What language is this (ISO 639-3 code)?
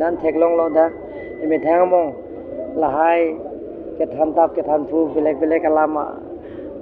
mjw